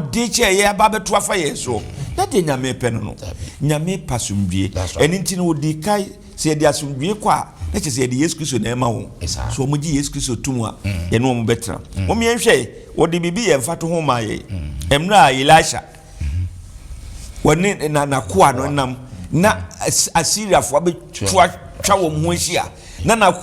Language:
Akan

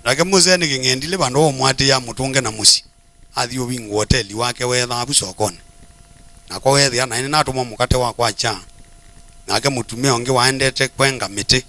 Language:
Kamba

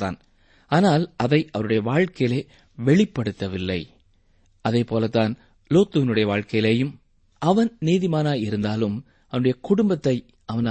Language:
Tamil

